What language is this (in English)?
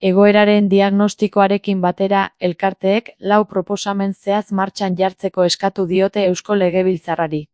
Basque